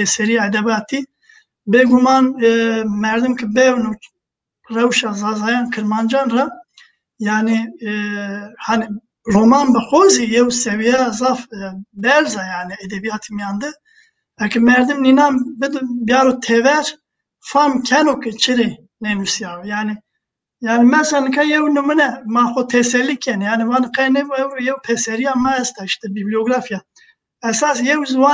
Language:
Zaza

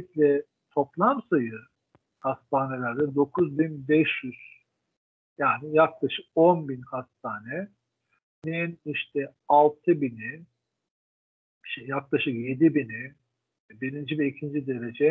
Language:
Turkish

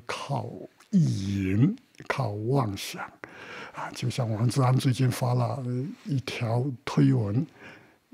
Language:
Chinese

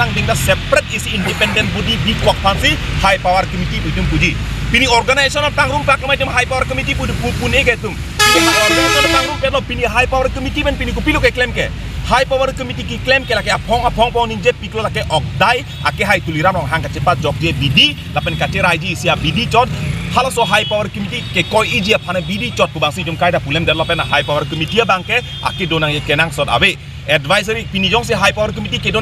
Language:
Karbi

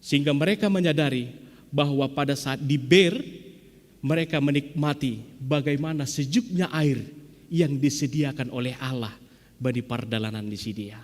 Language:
Batak Simalungun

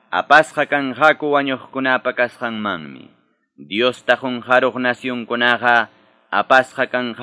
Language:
Quechua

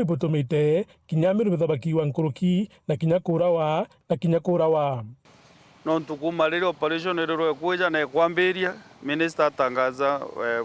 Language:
Meru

